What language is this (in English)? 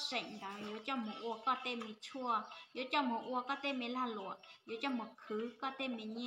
Hmong